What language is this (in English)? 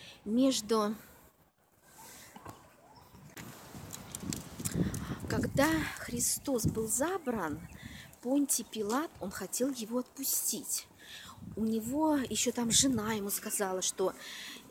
Russian